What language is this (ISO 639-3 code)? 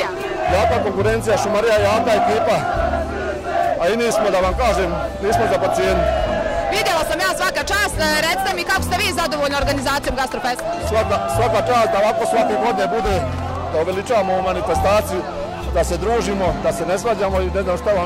bos